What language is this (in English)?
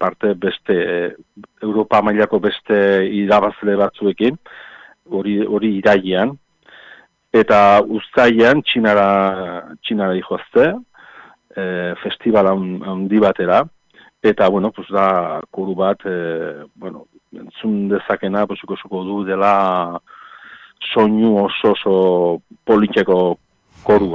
Basque